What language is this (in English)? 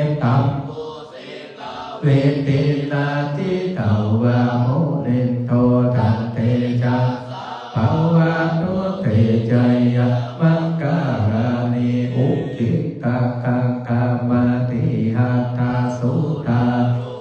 Pali